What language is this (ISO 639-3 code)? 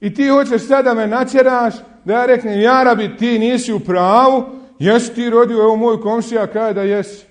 bos